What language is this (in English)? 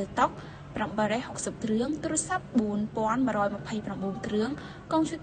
Khmer